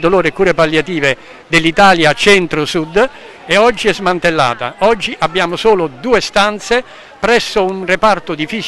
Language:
Italian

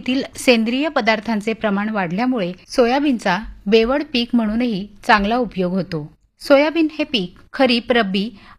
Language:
Marathi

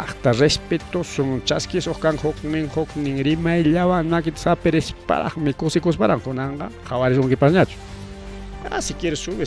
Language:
Ayacucho Quechua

